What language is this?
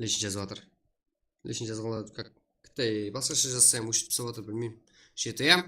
Kara-Kalpak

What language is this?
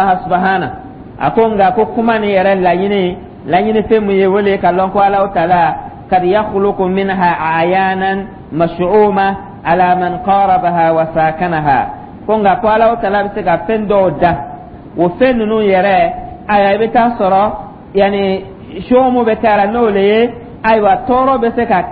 Dyula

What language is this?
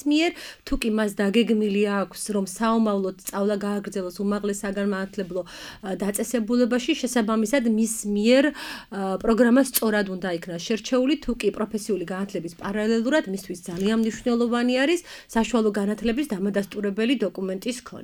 Georgian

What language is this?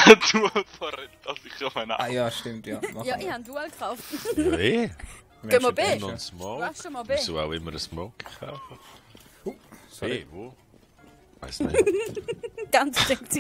Swiss German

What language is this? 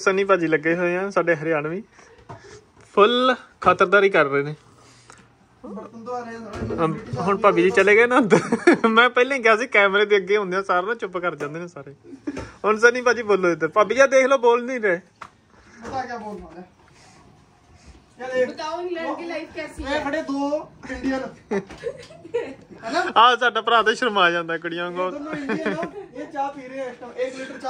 Punjabi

